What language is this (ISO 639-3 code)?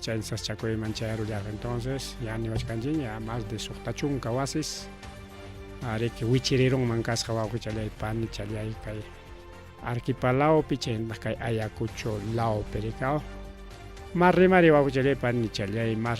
quy